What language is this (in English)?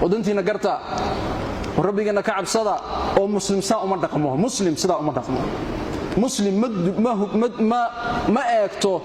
Somali